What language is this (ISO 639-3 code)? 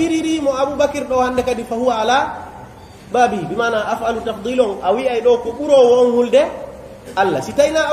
fuf